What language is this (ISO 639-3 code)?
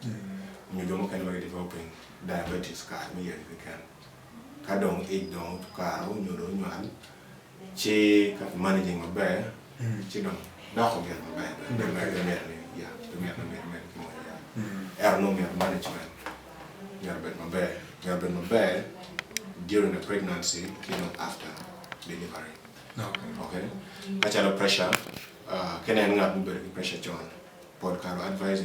ach